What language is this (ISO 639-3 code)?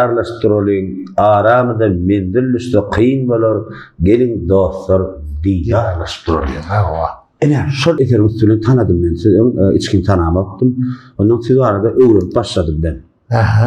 tuk